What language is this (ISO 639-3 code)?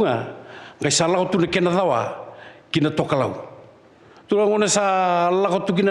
fij